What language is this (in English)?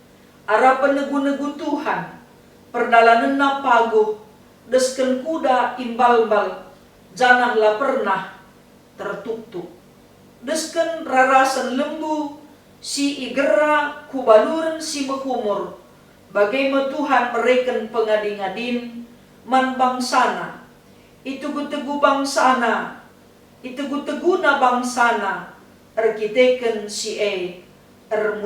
Batak Karo